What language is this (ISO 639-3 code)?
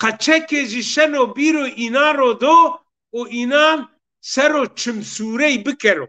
zza